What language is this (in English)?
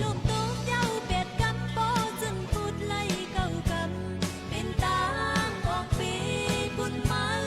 Shan